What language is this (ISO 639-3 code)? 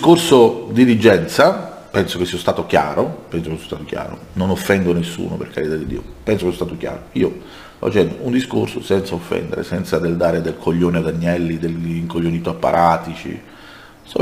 ita